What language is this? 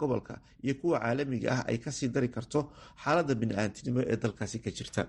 Somali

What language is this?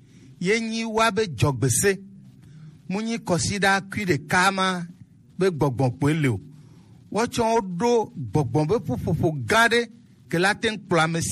Gen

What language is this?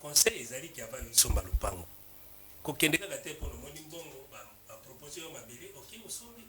Lingala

